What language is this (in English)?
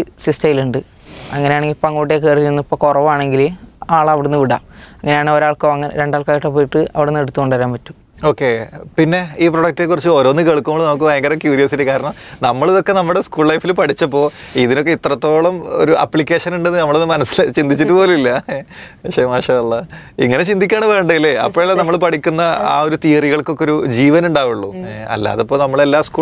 Malayalam